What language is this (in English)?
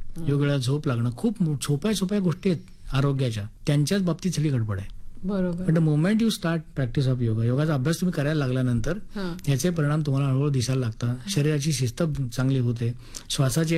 Marathi